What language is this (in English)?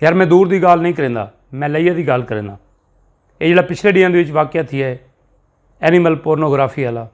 Saraiki